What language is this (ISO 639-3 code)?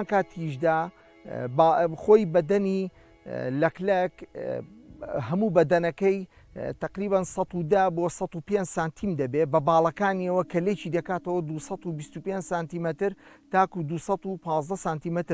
ckb